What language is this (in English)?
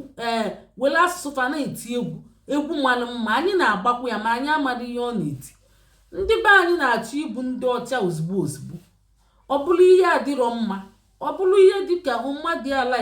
Igbo